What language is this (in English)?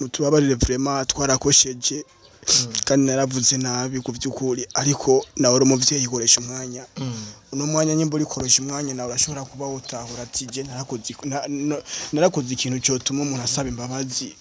Rundi